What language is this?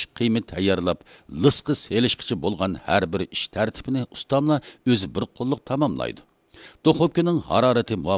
Uyghur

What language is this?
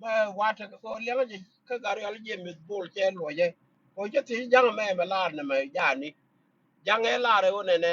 Nuer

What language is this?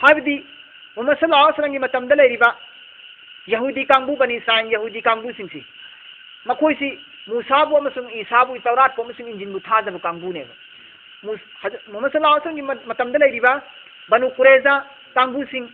Manipuri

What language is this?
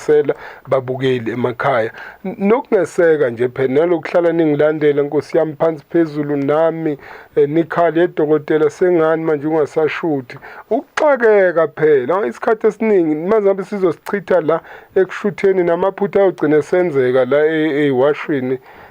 Zulu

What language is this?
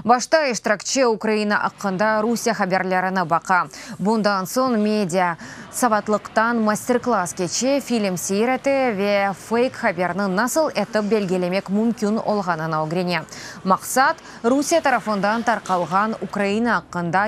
Crimean Tatar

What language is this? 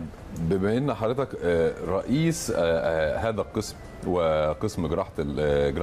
Egyptian Arabic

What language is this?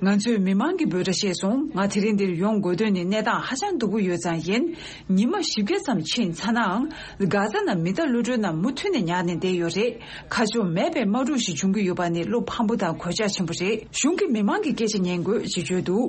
Tibetan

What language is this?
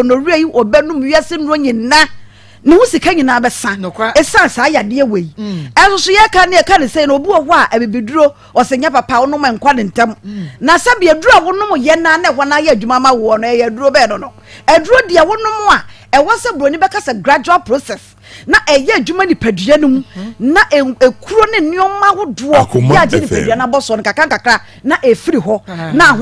Akan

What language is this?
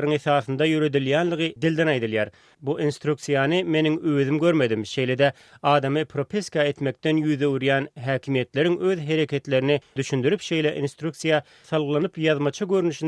Turkmen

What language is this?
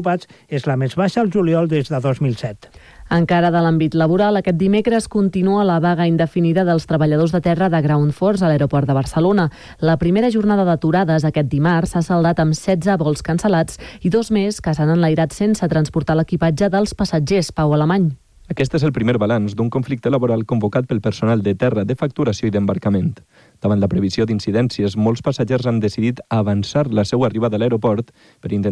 Catalan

